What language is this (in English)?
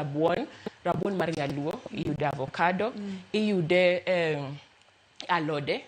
Luo (Kenya and Tanzania)